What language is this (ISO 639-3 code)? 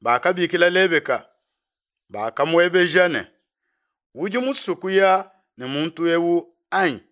lua